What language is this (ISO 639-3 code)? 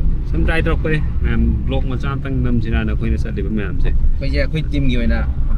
mni